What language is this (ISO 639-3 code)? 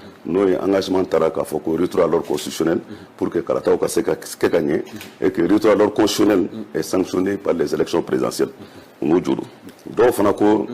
bam